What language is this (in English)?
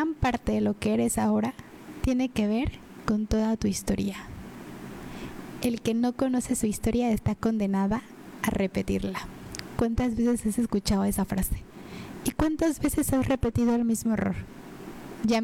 Spanish